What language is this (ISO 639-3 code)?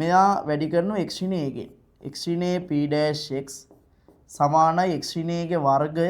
sin